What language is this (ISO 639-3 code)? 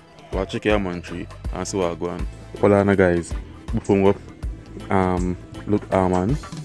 jam